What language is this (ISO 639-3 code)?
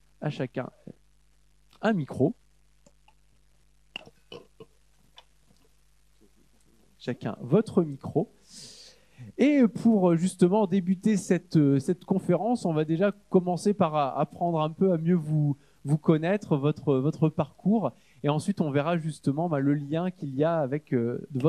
fra